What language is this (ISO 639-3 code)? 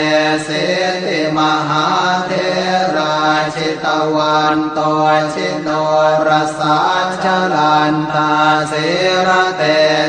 pli